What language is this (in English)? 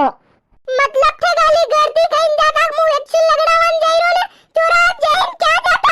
Rajasthani